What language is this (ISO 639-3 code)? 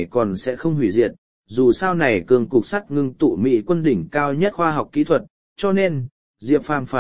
vie